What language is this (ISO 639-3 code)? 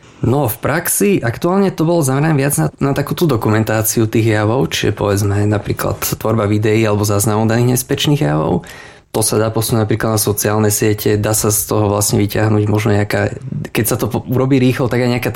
slk